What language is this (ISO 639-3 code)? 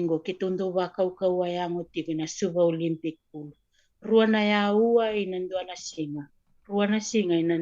fij